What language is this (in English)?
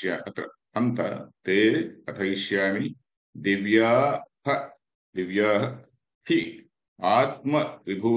Sanskrit